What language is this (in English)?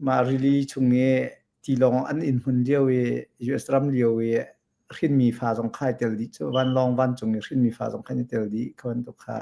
Hakha Chin